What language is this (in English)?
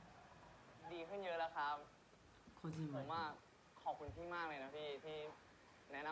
Thai